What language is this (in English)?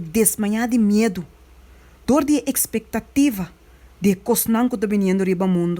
Papiamento